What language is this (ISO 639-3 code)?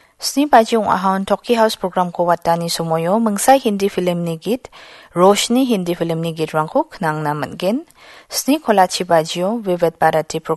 grt